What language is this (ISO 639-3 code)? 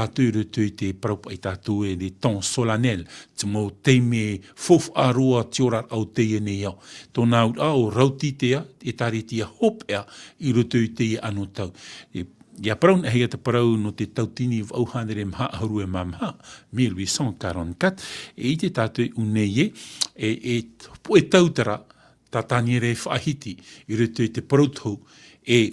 tah